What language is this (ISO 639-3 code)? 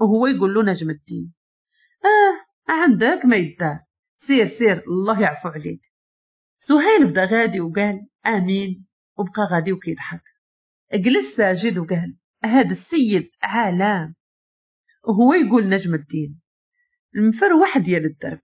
ary